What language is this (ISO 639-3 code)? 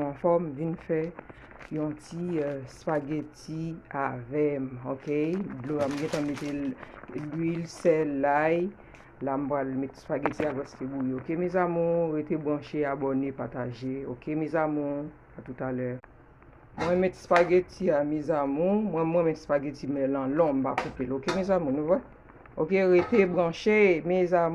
hat